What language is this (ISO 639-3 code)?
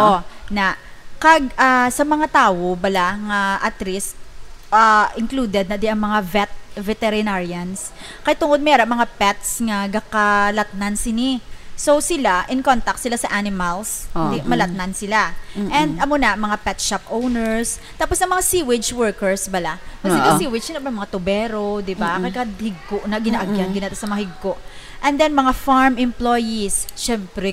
hil